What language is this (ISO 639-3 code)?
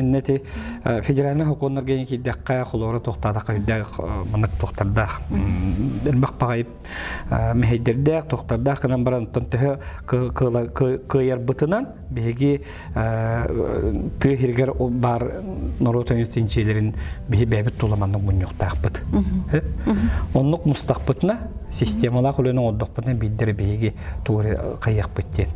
sah